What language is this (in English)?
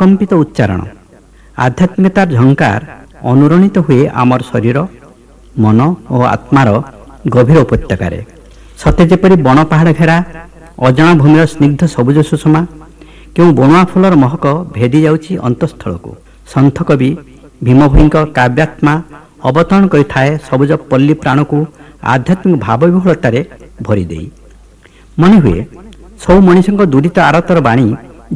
Odia